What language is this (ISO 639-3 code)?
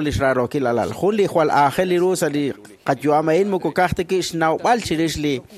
kek